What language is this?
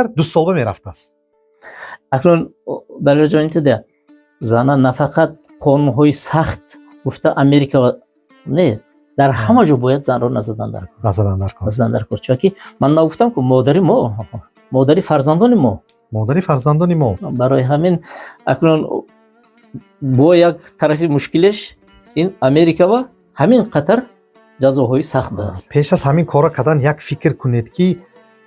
Tajik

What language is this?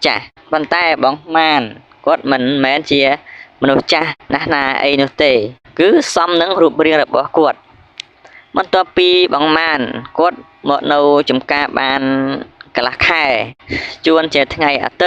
Khmer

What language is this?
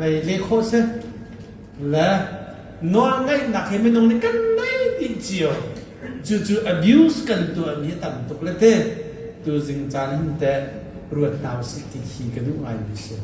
Hakha Chin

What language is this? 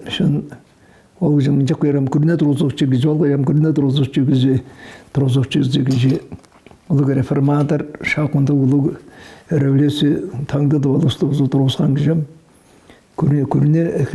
Tuvinian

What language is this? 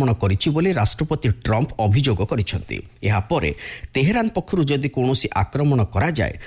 Odia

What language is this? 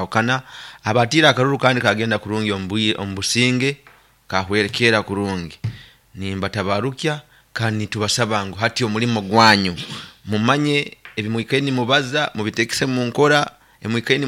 Nyoro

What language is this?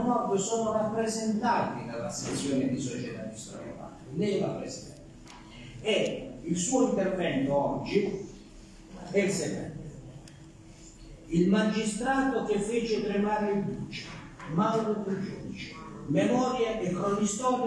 Italian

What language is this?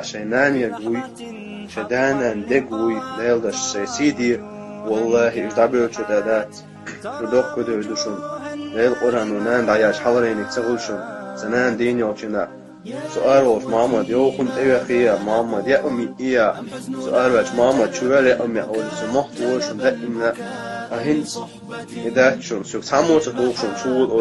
Chechen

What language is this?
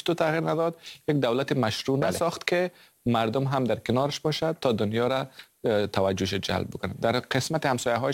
Persian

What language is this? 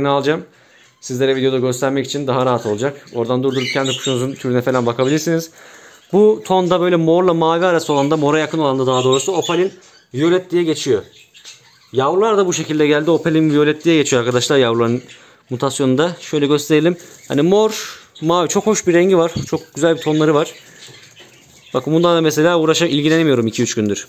Turkish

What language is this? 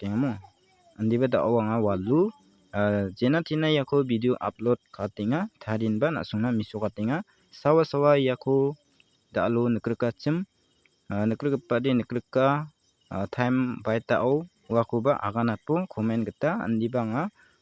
Garo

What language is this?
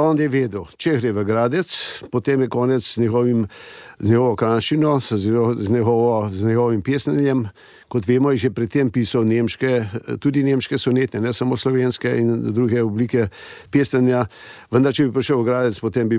Slovenian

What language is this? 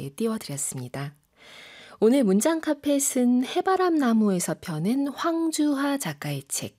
Korean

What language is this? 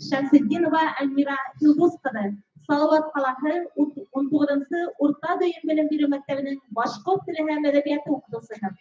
Bashkir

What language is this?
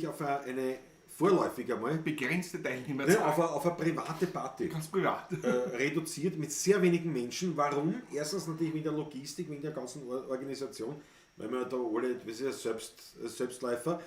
Bavarian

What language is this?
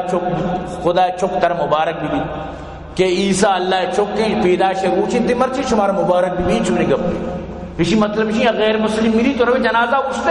Baluchi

